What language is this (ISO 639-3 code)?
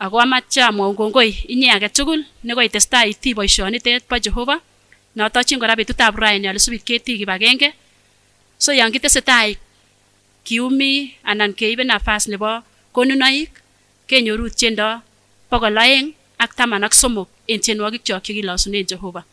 sgc